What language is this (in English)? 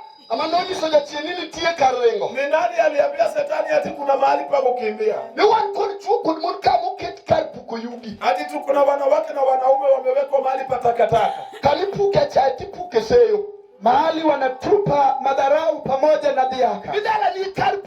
Luo (Kenya and Tanzania)